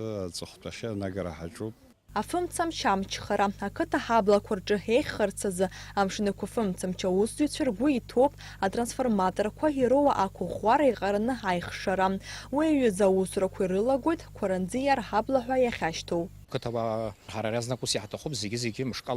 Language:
Abkhazian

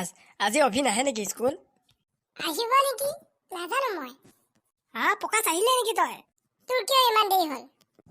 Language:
Assamese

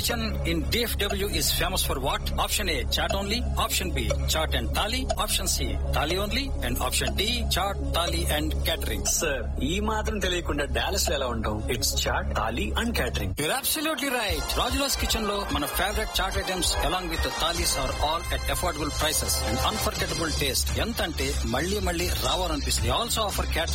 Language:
Telugu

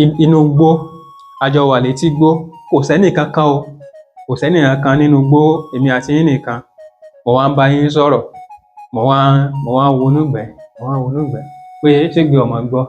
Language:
Yoruba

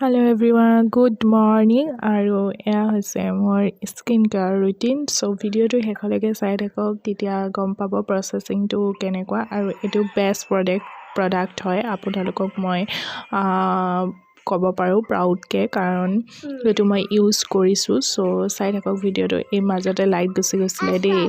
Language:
Assamese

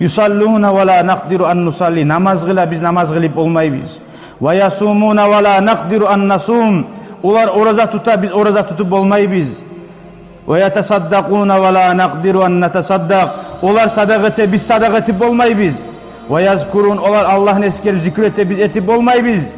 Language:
Kumyk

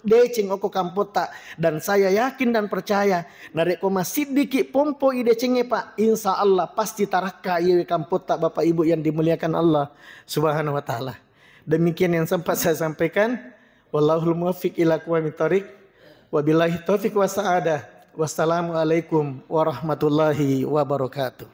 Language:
Buginese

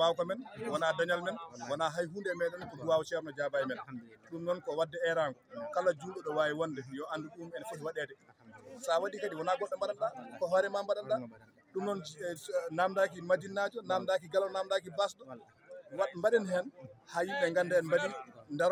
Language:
Fula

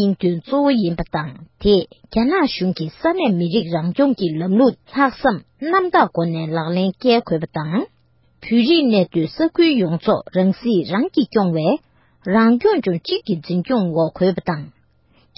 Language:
Tibetan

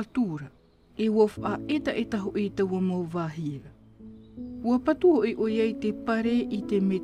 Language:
Tahitian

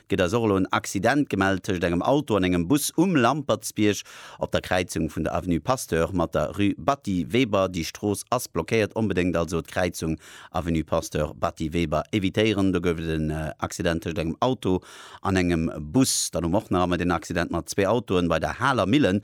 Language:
Luxembourgish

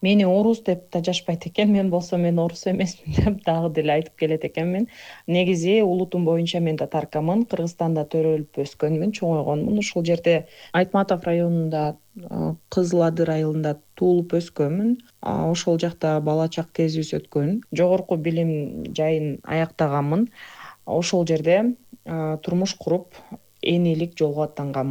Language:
Kyrgyz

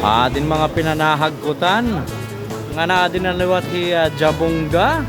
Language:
Waray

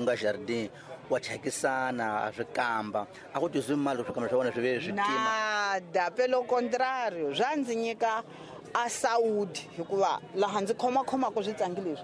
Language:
Tsonga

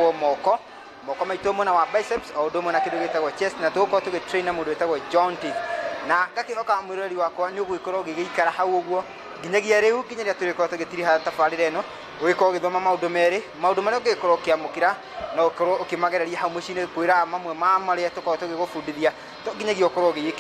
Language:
Kikuyu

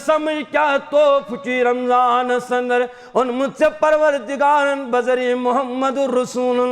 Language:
Kashmiri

